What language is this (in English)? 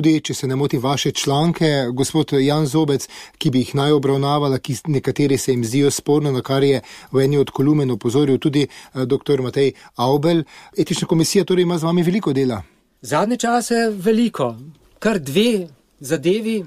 Slovenian